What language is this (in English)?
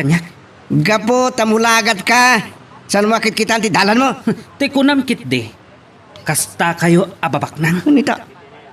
Iloko